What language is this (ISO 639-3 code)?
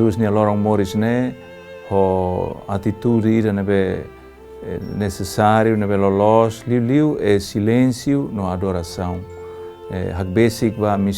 tet